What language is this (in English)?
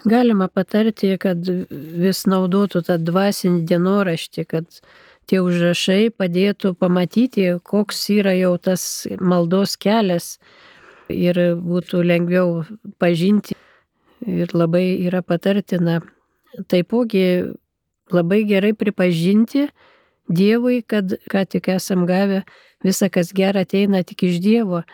Lithuanian